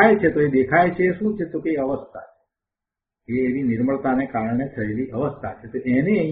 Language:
Gujarati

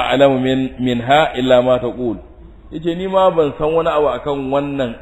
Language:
Hausa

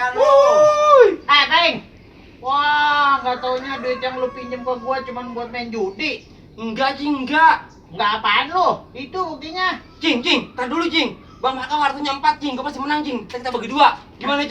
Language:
Betawi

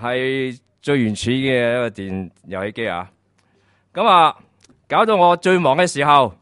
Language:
Cantonese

